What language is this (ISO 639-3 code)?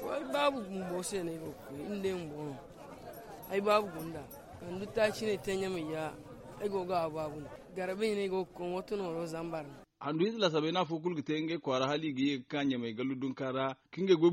dje